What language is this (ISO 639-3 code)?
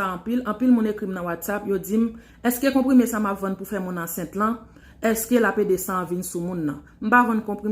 hat